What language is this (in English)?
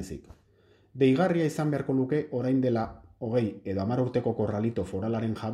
Basque